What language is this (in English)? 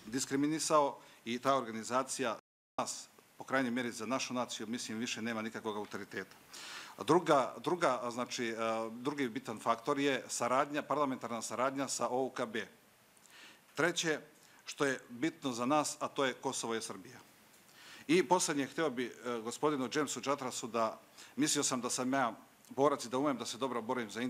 Serbian